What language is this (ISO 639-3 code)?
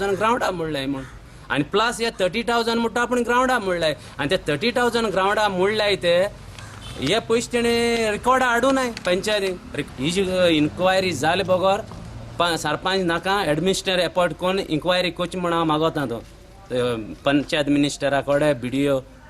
kok